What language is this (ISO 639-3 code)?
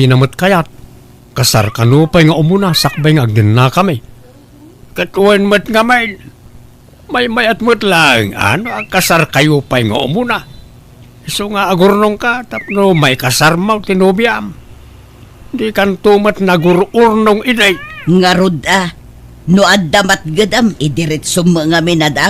ilo